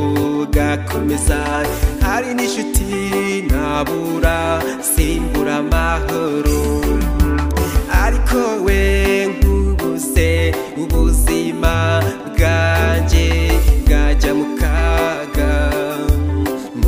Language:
Kinyarwanda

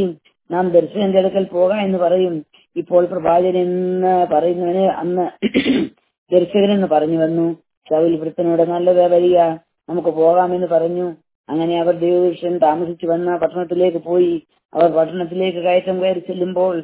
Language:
Malayalam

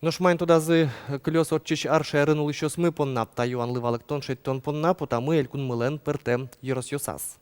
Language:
Udmurt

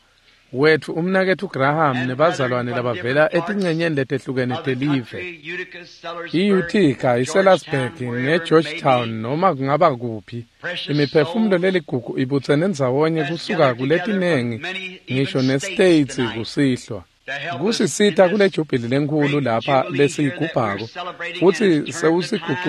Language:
Swati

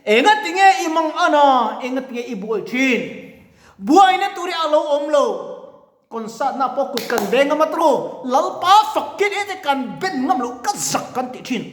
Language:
Mizo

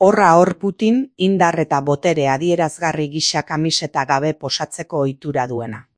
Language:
Basque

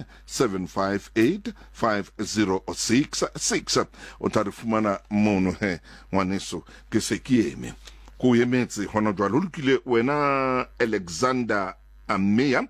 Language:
Southern Sotho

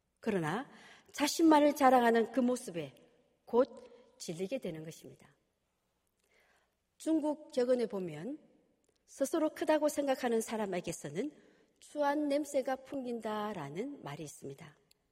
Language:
Korean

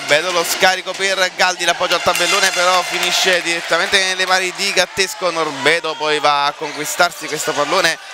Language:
Italian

